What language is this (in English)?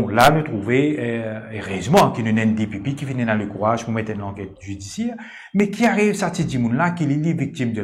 Morisyen